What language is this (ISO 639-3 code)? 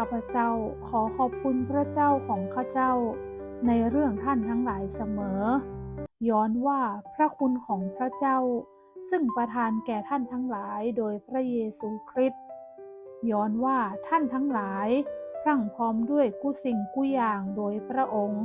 nod